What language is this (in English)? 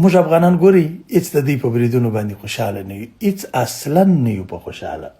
Pashto